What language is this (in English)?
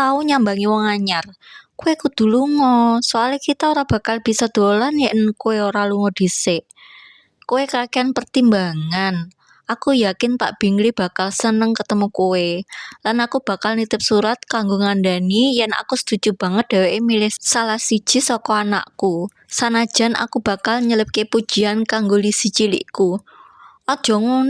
Javanese